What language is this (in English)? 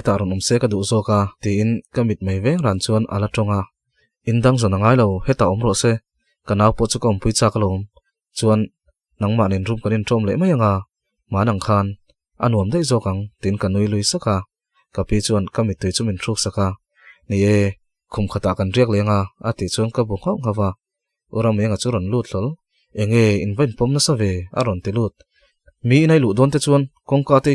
Mizo